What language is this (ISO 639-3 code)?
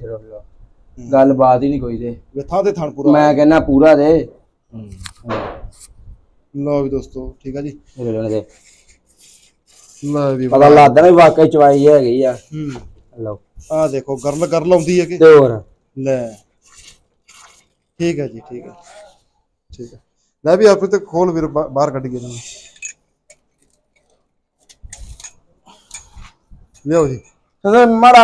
pan